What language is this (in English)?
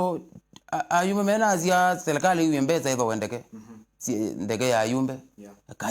Kamba